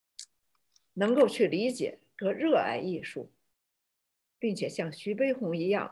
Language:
Chinese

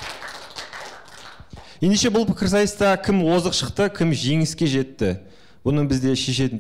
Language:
Kazakh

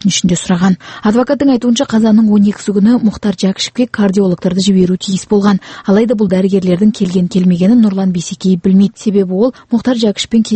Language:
Kazakh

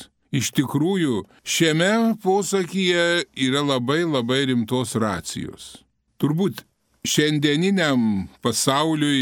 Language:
Lithuanian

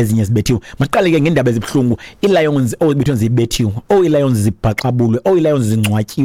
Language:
Xhosa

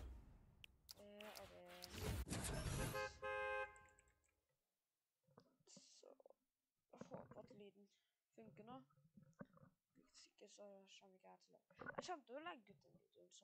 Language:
Norwegian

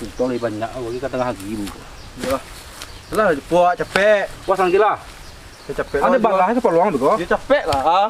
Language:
Minangkabau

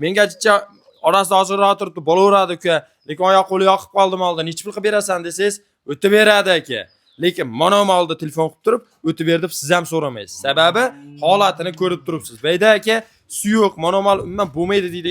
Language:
Uzbek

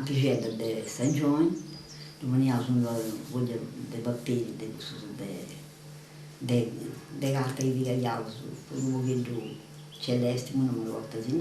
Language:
Sardinian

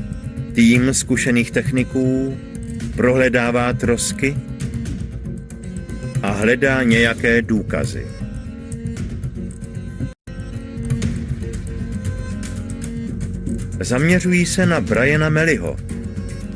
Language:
Czech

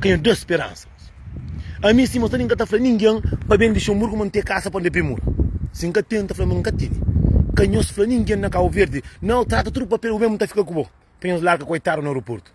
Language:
Kabuverdianu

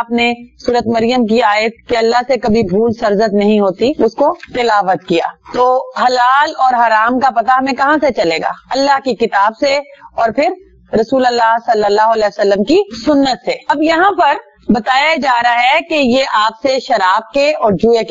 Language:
Urdu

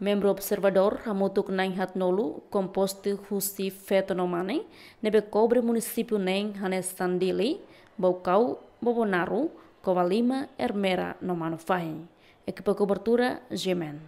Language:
Tetum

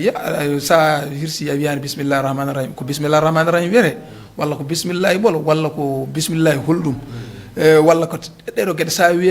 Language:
Fula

